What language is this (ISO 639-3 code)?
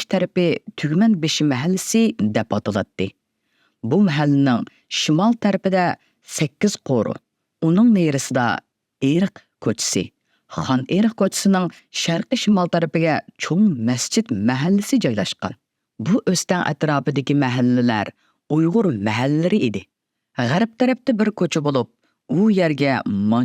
uig